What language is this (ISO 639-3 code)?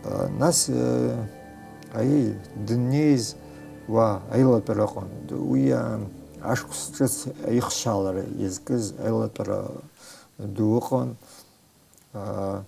abk